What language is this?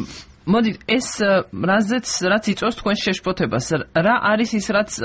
Georgian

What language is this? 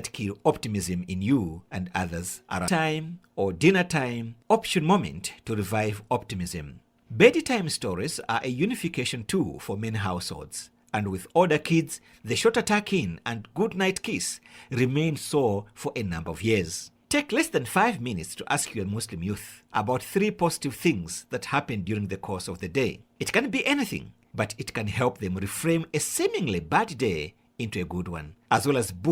English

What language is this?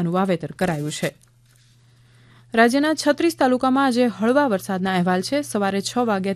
Gujarati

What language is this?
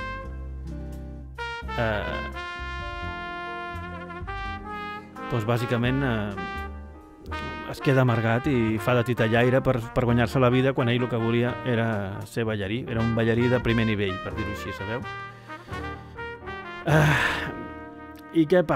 Catalan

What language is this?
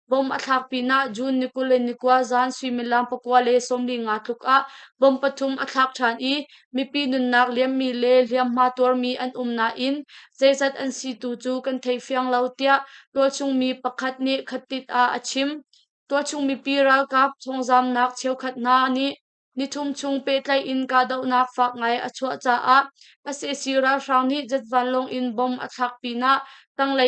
Hakha Chin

